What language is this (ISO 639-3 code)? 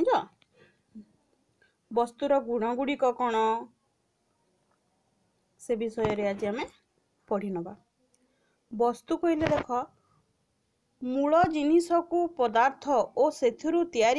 ori